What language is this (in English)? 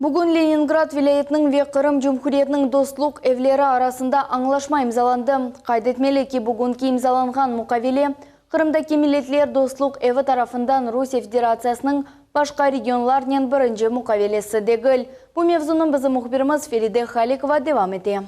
Crimean Tatar